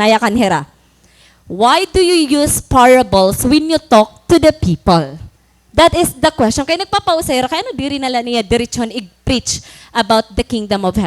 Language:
Waray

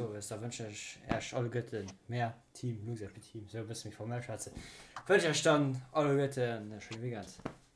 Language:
Luxembourgish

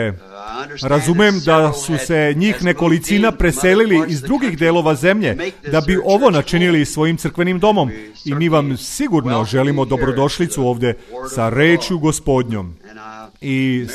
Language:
Serbian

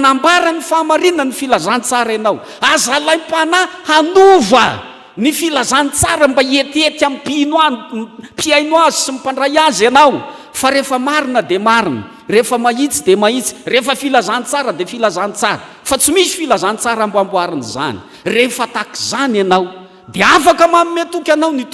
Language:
Malagasy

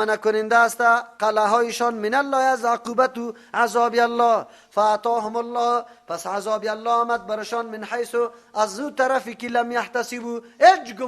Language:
Persian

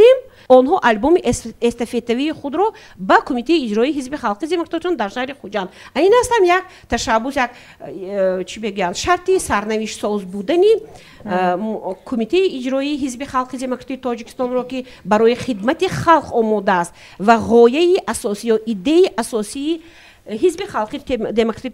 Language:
Tajik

